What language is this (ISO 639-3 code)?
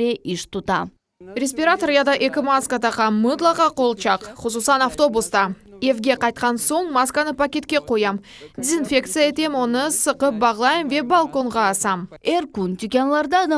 crh